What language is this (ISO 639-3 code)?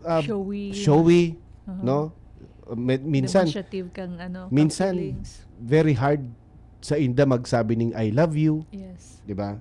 bik